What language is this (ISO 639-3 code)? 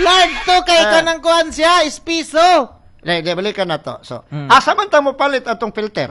ceb